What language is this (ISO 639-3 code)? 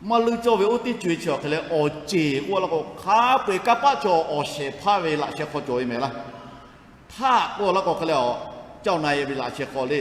lhu